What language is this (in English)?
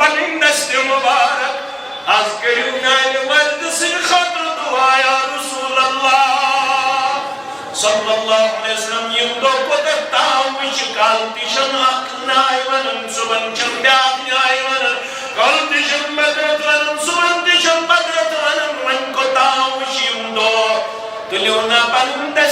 Kashmiri